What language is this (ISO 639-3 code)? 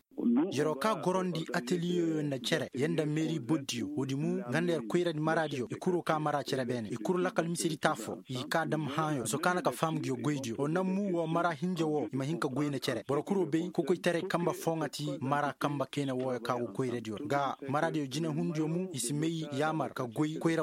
ses